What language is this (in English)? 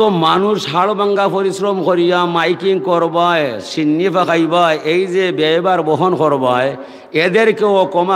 Sylheti